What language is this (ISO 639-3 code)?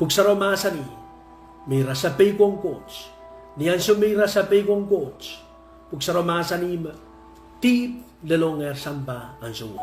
pon